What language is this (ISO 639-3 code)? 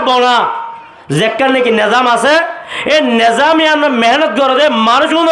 rhg